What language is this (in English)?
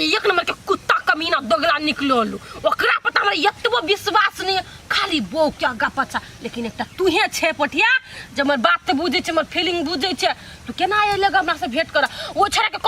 Maithili